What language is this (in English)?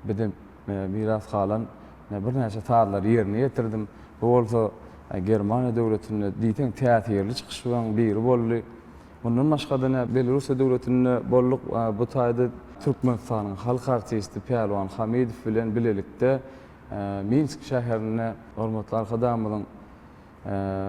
Turkmen